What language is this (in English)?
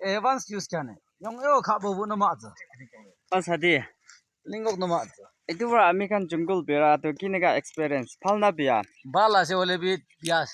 Naga Pidgin